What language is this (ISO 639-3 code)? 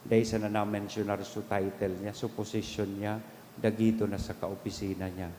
bik